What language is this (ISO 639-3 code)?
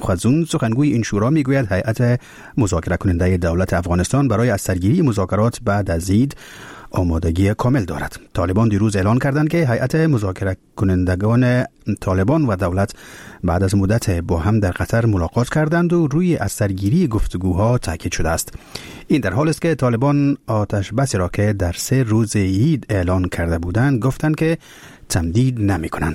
fas